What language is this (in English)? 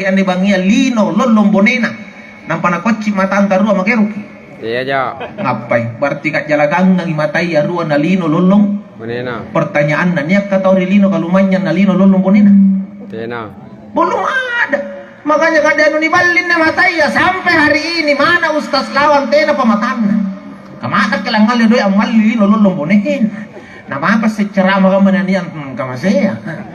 Makasar